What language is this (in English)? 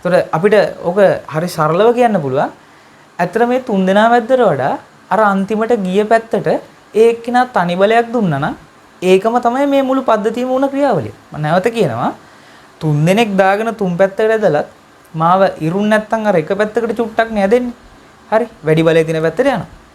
Sinhala